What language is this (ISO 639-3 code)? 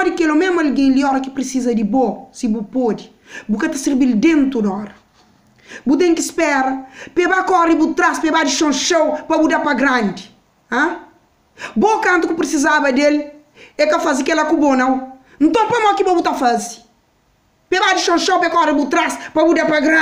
kea